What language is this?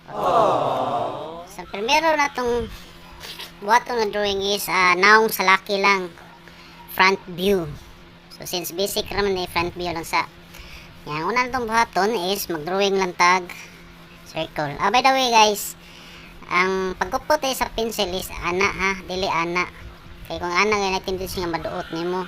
Cebuano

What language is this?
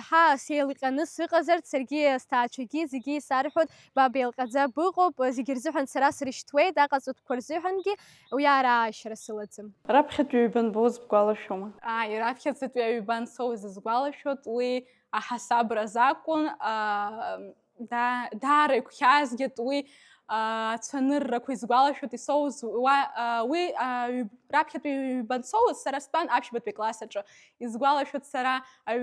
Abkhazian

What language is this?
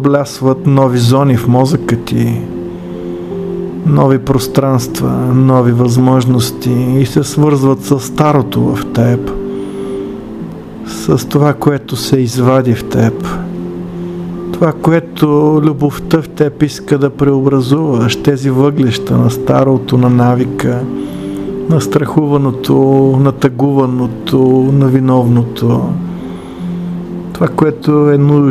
Bulgarian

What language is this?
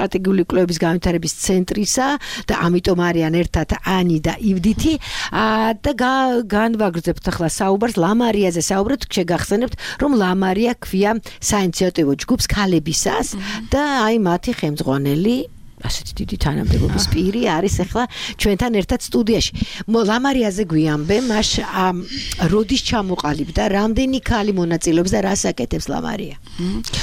Georgian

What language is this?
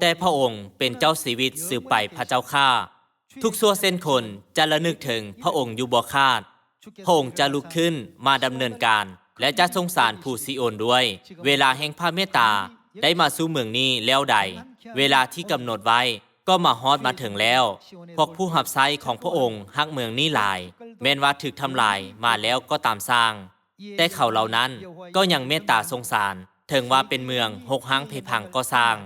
Lao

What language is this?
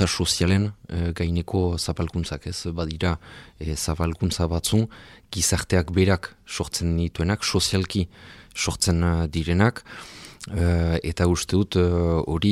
Basque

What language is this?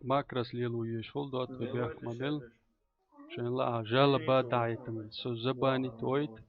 Chechen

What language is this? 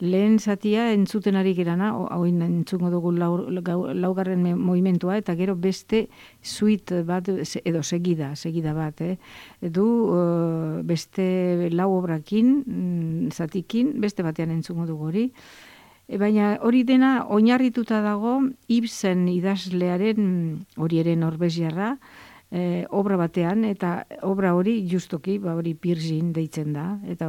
Basque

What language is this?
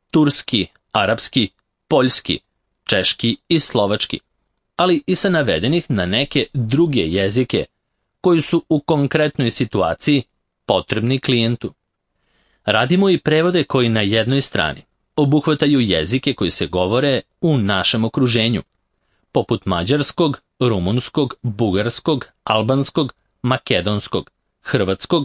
Serbian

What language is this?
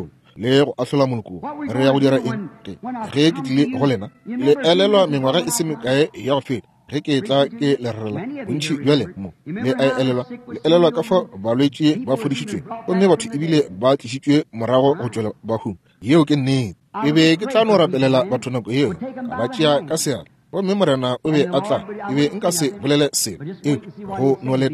Northern Sotho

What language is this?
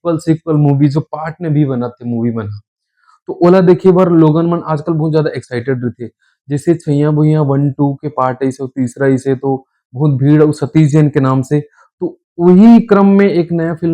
Chhattisgarhi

